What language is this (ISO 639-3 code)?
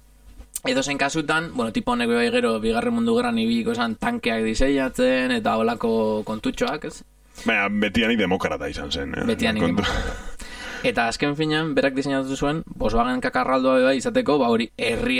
eus